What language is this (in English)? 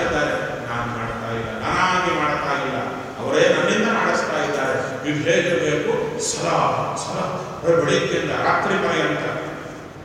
Kannada